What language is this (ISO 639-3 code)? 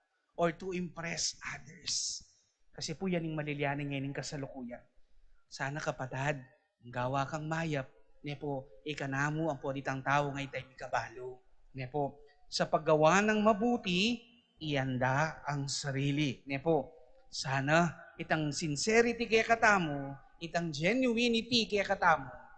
pam